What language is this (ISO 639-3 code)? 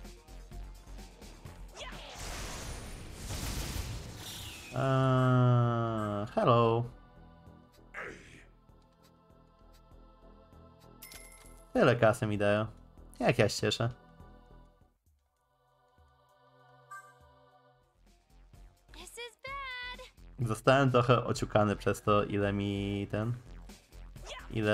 pol